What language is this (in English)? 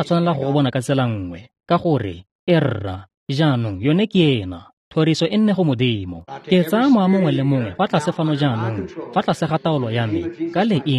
Tswana